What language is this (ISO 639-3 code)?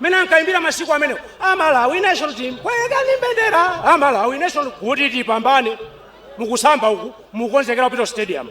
nya